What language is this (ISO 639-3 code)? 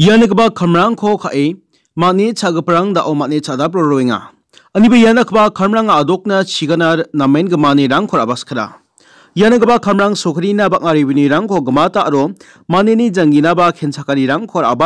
grt